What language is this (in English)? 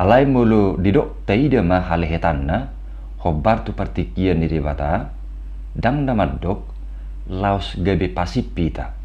Batak Toba